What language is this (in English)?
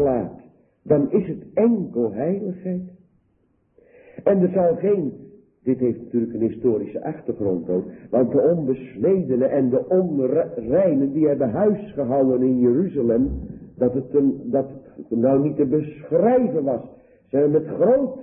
Dutch